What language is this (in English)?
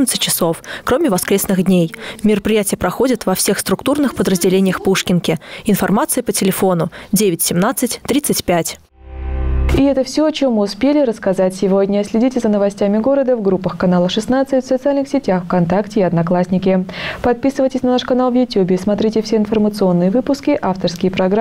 Russian